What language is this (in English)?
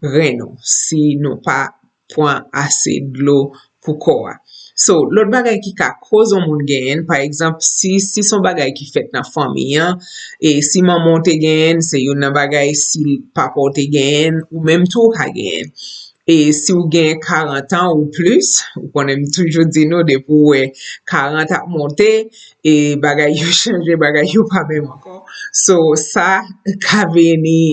Haitian Creole